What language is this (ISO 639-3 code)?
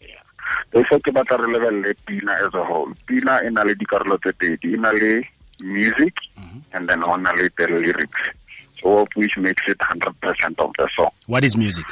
tsn